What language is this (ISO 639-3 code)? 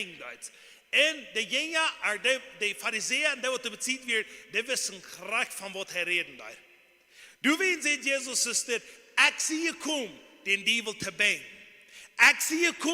pdt